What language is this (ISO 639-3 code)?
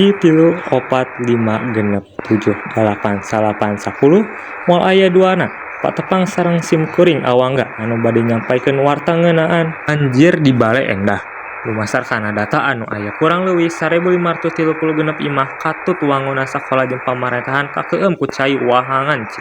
sun